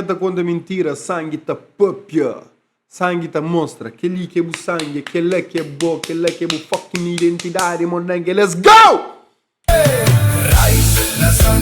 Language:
Kabuverdianu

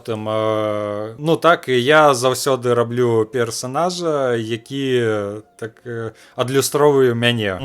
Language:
Belarusian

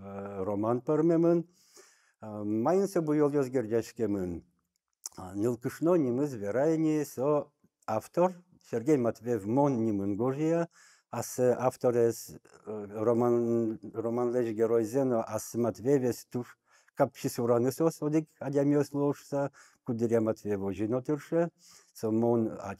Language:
Udmurt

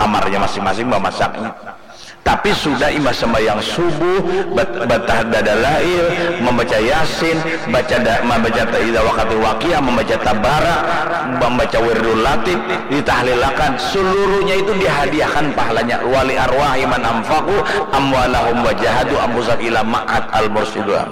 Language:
Banjar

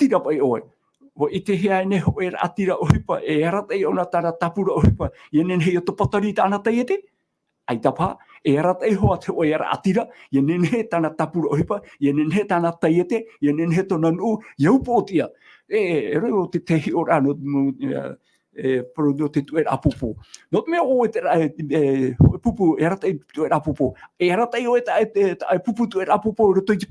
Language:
Tahitian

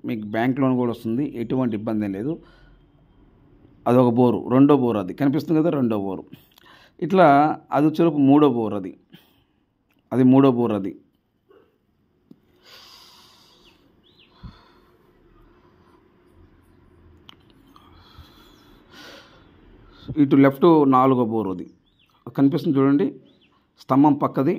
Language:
Telugu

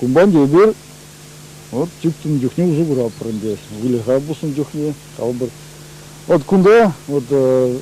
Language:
Chuvash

